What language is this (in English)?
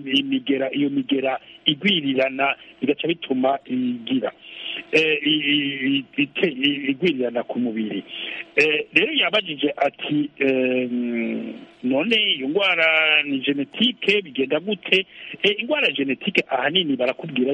Kinyarwanda